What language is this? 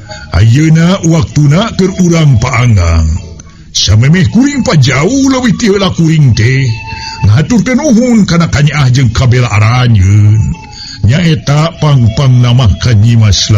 Sundanese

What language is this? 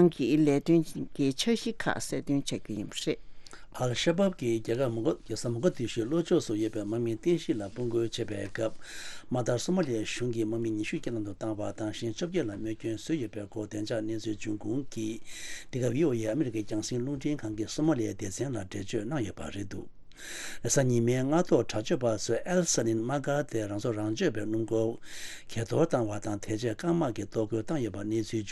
Tibetan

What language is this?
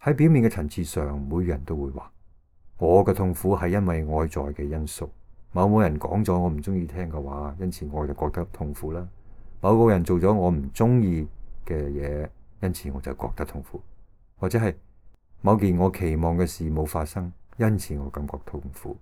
Cantonese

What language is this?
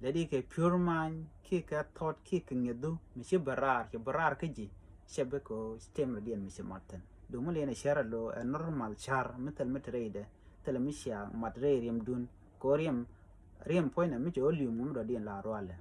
Nuer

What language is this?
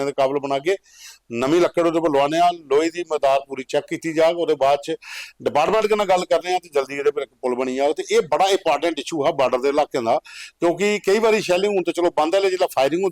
Dogri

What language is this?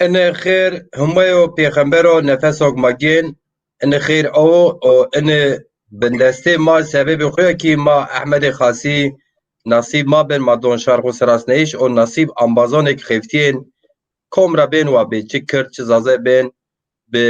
Zaza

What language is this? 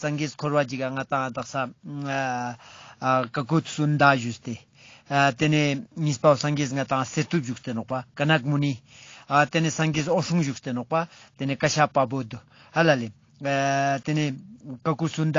Ladakhi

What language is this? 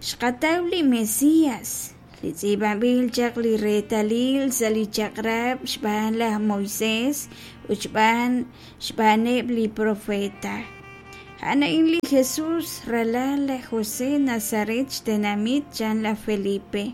Kekchí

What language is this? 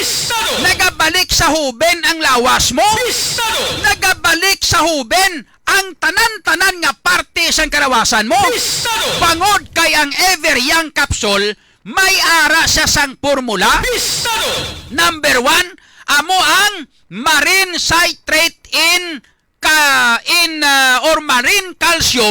Hiligaynon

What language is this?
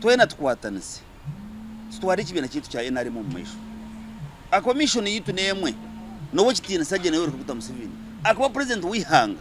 Nyankole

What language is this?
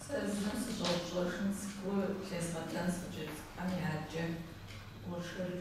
Kabardian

